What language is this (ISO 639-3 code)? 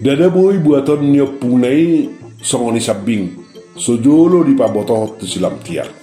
bbc